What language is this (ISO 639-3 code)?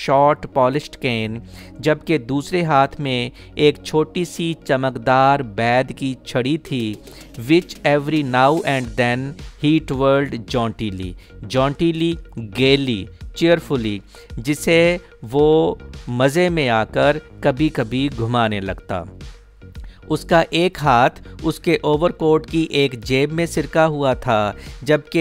hin